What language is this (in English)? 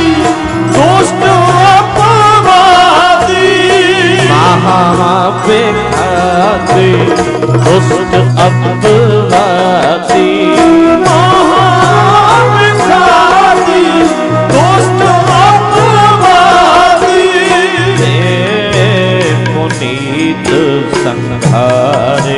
Punjabi